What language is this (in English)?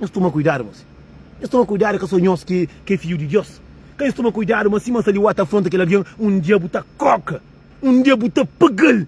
Kabuverdianu